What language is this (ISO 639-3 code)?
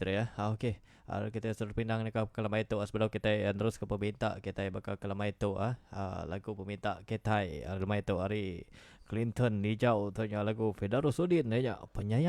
iba